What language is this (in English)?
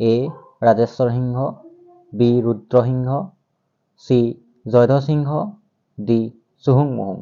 Assamese